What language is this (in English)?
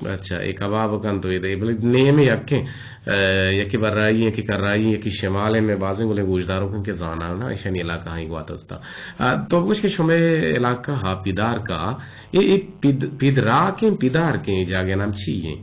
Eastern Balochi